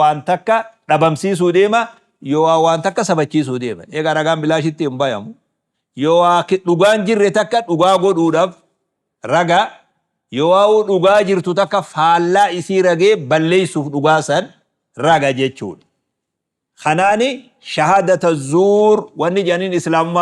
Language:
Oromo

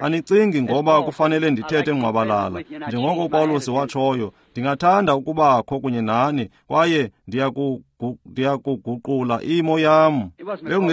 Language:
Xhosa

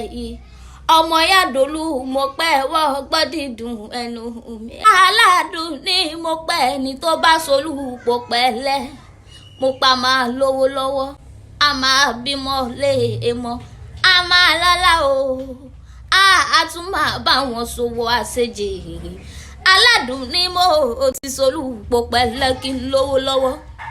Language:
Yoruba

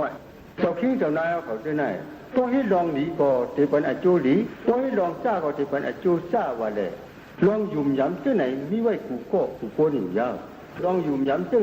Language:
Shan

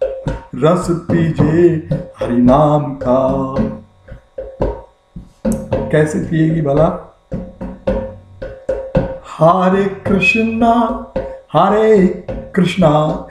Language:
Hindi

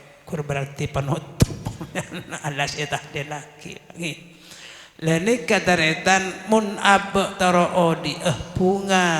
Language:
Madurese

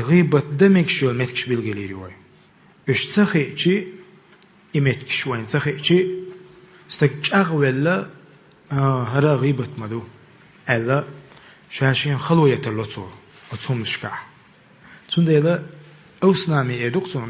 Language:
Chechen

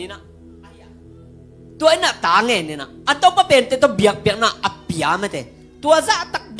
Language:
Tedim Chin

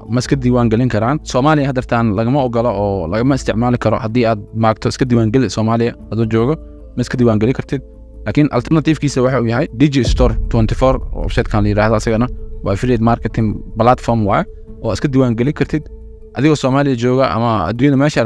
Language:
Somali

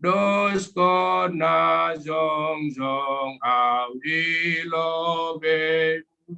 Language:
Batak Simalungun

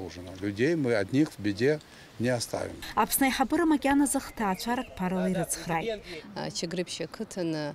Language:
Abkhazian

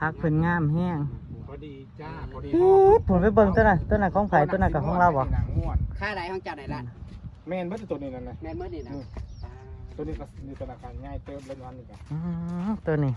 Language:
Northeastern Thai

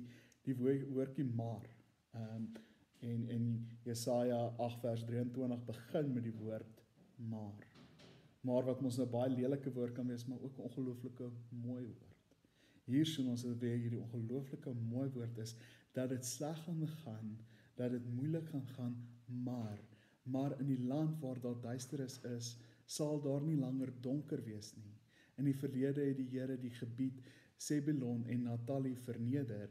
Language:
Afrikaans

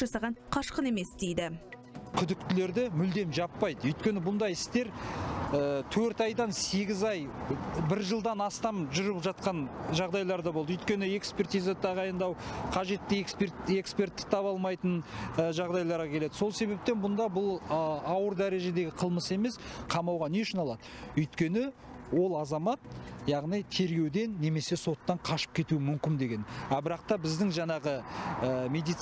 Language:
Kazakh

